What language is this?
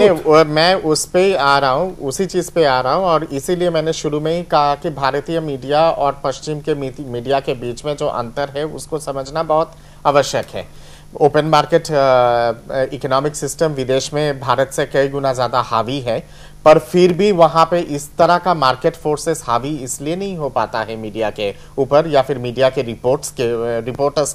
Hindi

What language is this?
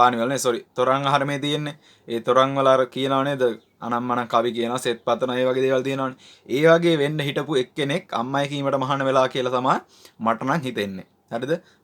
Sinhala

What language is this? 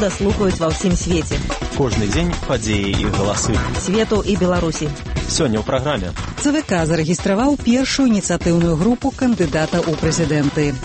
Belarusian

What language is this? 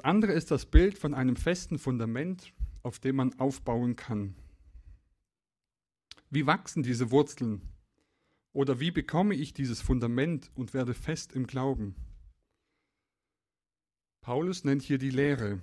German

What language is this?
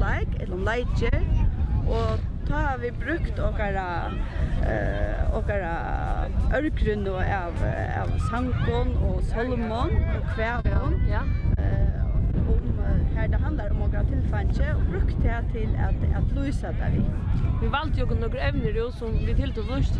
Faroese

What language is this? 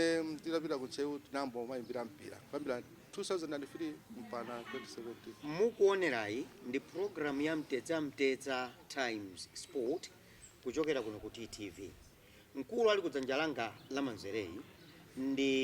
Nyanja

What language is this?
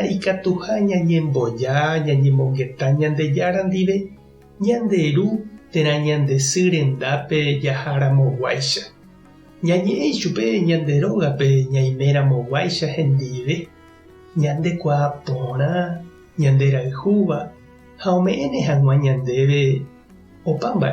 Guarani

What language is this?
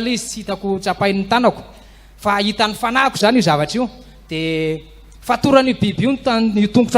Malagasy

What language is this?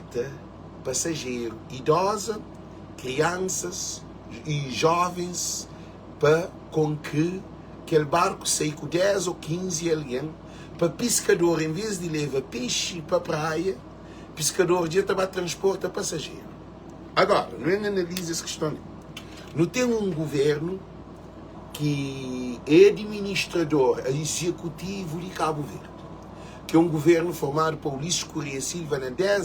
Kabuverdianu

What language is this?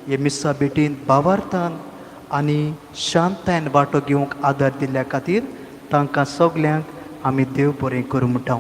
Konkani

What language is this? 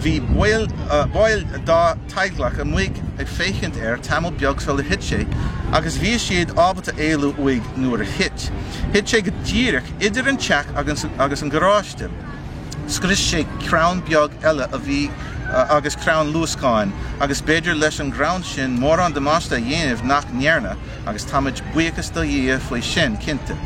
Irish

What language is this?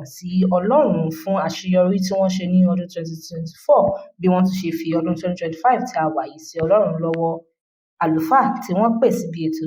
Yoruba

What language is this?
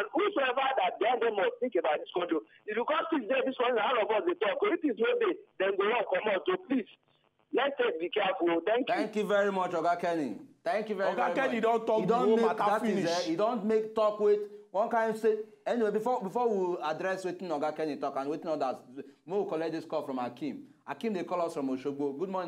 Nigerian Pidgin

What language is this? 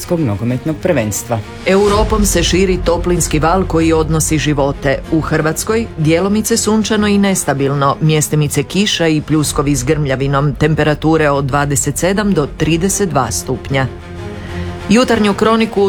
Croatian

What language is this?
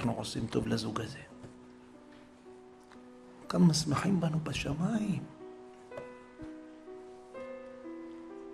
Hebrew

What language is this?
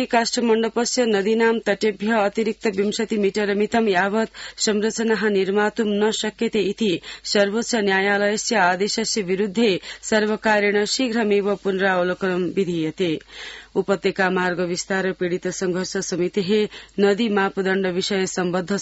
Sanskrit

